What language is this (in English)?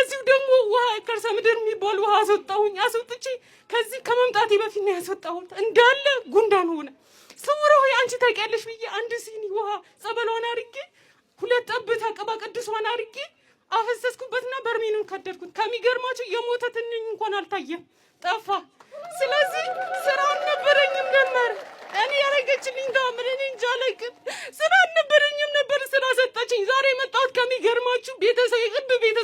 Amharic